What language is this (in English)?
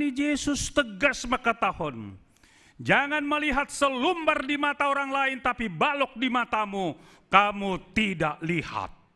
Batak Simalungun